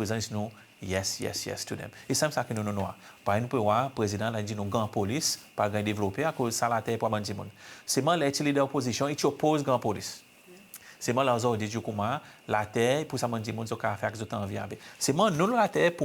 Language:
Seselwa Creole French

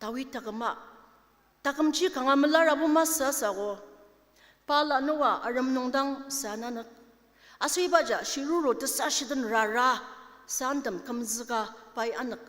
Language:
Ao Naga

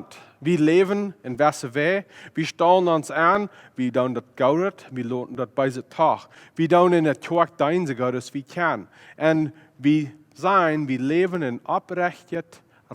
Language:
Plautdietsch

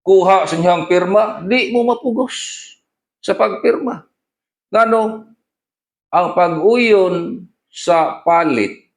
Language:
Cebuano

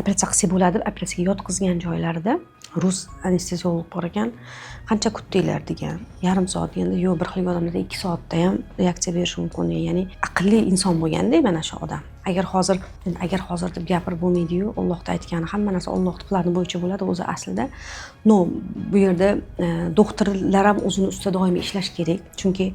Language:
Uzbek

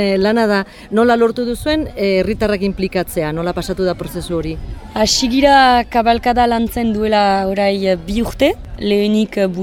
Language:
Basque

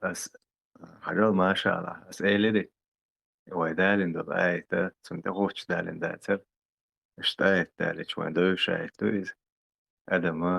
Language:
Chechen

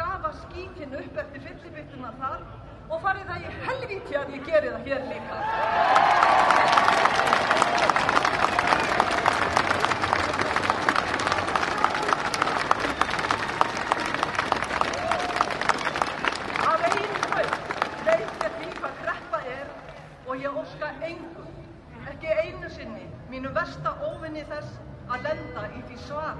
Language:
Icelandic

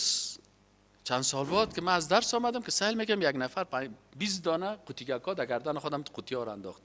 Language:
Persian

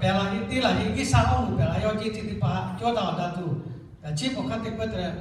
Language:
Lahu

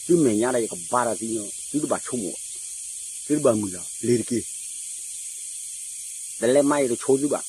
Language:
S'gaw Karen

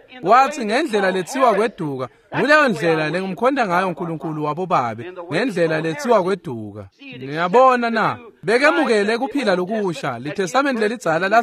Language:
Swati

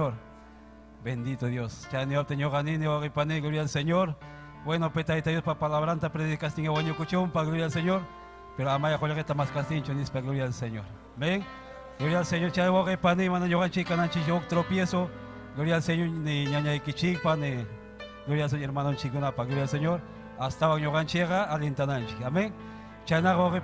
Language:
Ayacucho Quechua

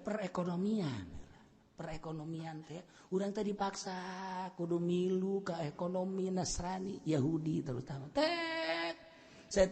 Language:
Sundanese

